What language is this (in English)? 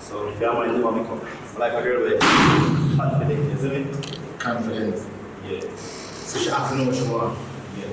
Jamaican Creole English